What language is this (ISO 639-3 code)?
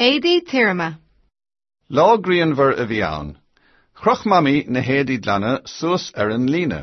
gle